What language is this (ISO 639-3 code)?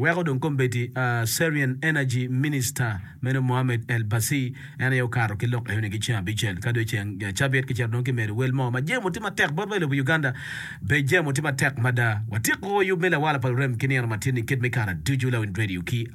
ach